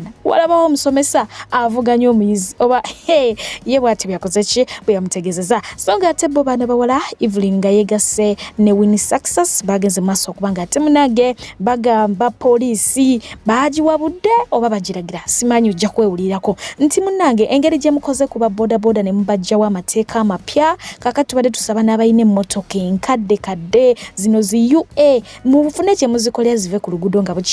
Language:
Ganda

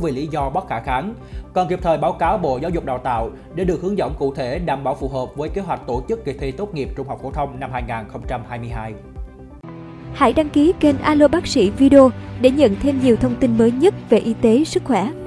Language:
Vietnamese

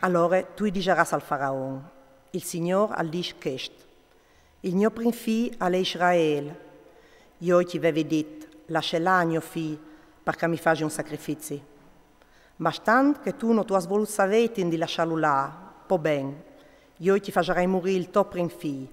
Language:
Friulian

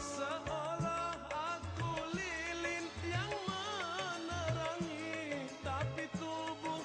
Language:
Betawi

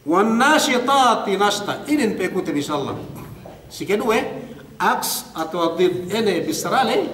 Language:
Yakan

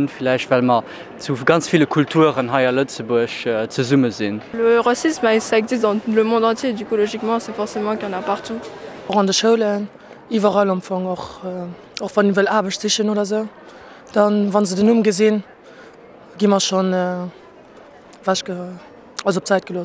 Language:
Luxembourgish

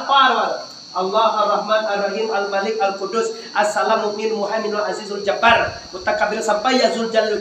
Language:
Minangkabau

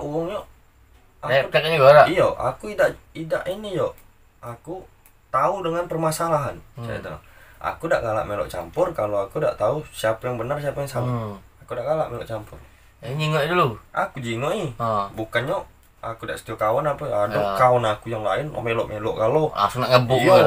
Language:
Musi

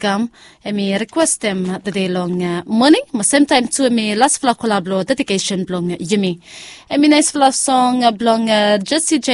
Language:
Bislama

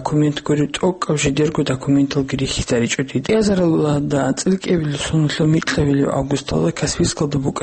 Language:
Avaric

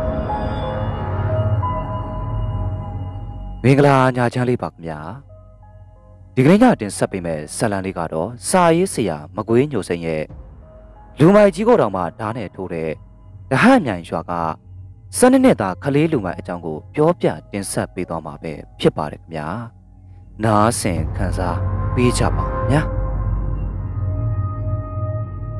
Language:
Burmese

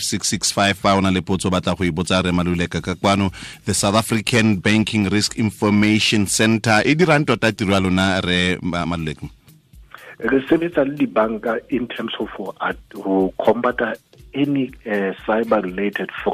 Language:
Southern Sotho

